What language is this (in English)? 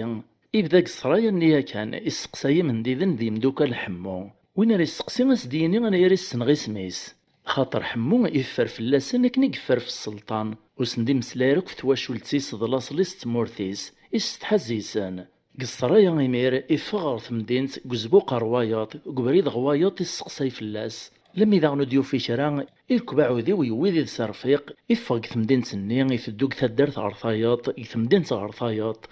Kabyle